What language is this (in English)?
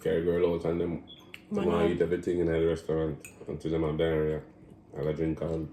Jamaican Creole English